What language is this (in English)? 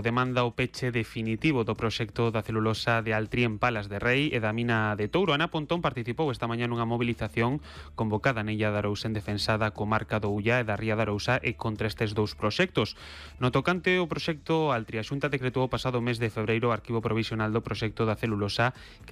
Galician